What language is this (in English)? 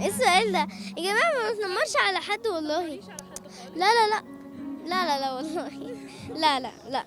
Egyptian Arabic